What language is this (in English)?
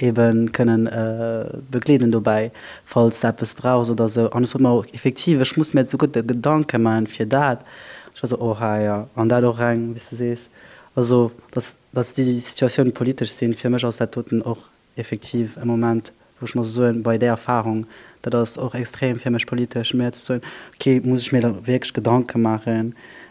Luxembourgish